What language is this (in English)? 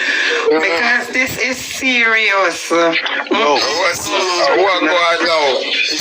Jamaican Creole English